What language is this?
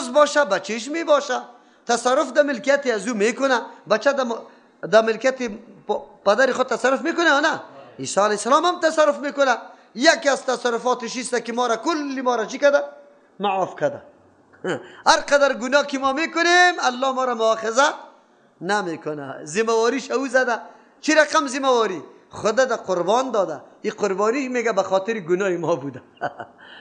Persian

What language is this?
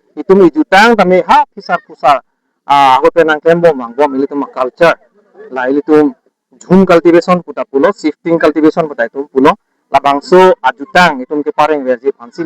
Karbi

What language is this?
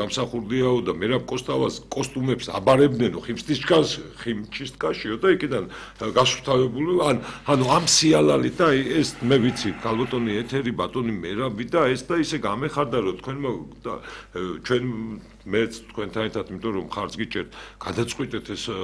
Georgian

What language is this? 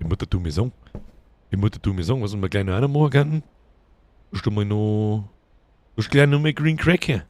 Bavarian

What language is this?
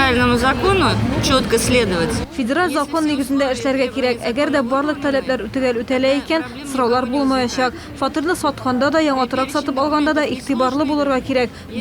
Tatar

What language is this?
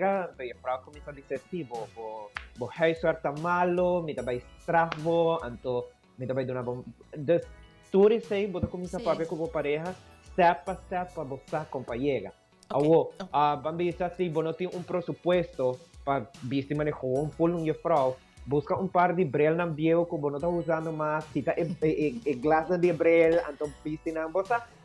Papiamento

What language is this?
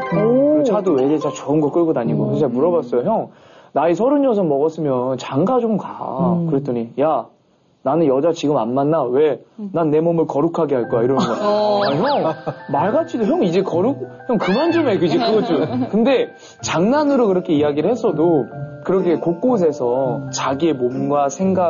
Korean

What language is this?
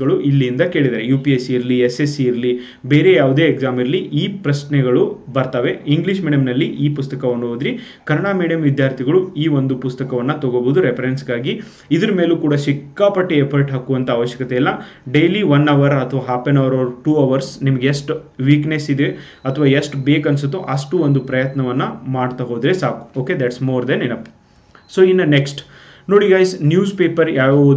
Kannada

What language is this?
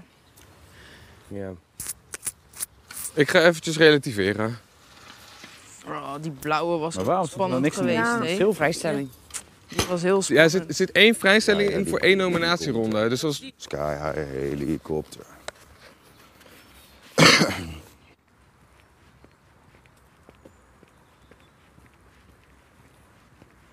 Dutch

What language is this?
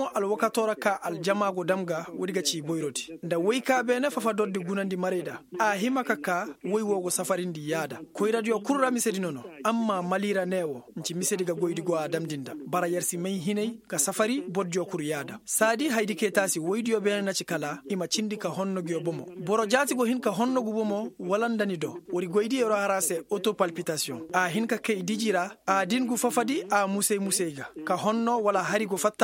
Koyraboro Senni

